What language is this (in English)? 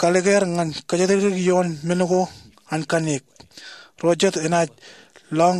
Marshallese